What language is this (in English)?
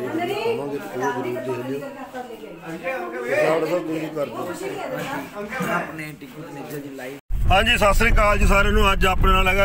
Punjabi